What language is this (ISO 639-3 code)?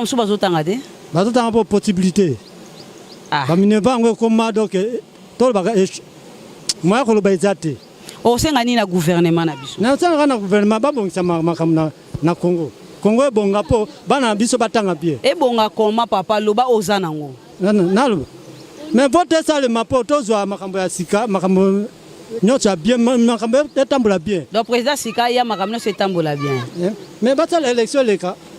lin